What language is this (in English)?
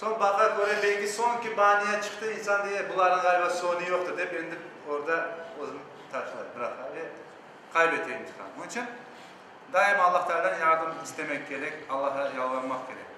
Crimean Tatar